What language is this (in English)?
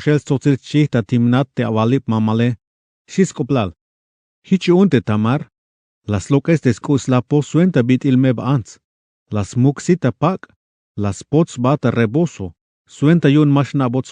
Tzeltal